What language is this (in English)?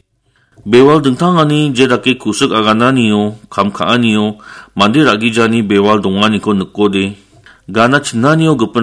Garo